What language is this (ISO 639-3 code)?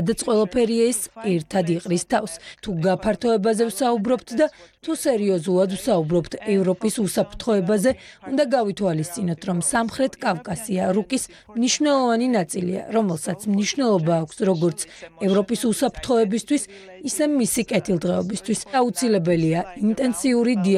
kat